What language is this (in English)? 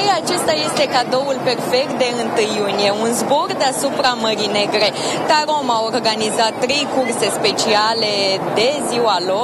Romanian